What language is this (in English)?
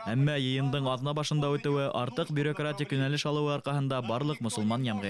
Bashkir